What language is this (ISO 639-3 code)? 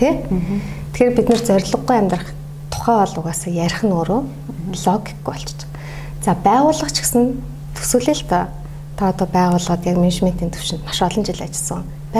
mon